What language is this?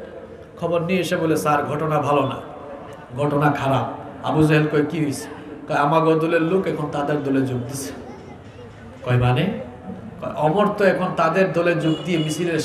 Bangla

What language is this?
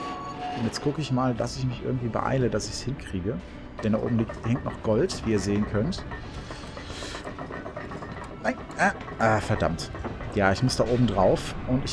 German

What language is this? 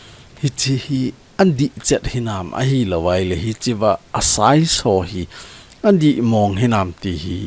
Thado Chin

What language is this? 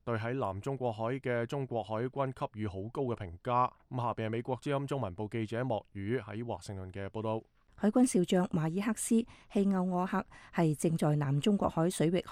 Cantonese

